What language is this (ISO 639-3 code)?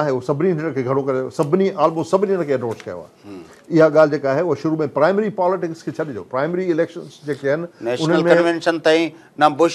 snd